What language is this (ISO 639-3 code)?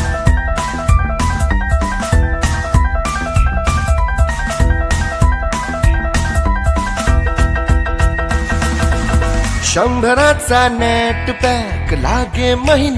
mar